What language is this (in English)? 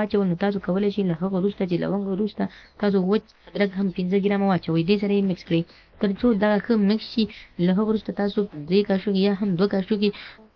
Pashto